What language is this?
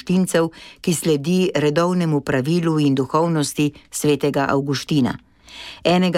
Slovenian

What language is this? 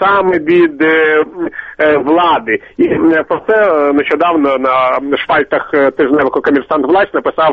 Ukrainian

